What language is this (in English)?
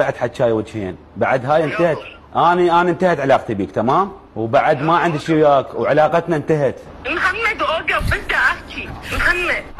Tunisian Arabic